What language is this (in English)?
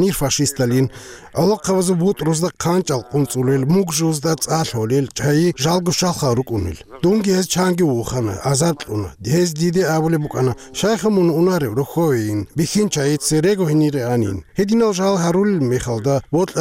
Avaric